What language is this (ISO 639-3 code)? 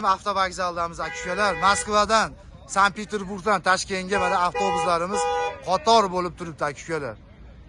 uzb